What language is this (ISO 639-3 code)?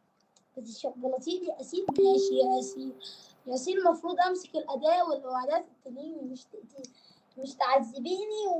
arz